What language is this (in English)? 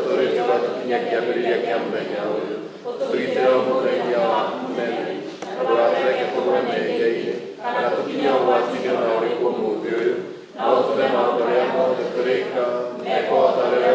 Kikuyu